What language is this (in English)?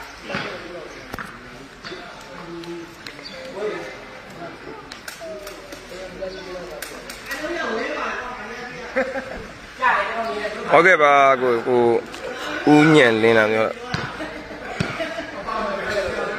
Burmese